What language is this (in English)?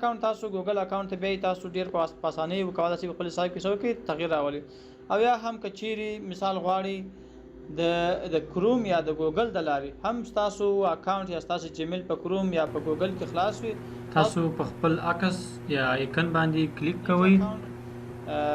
Pashto